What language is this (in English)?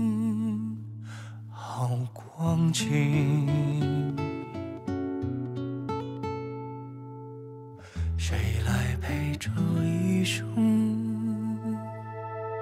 Chinese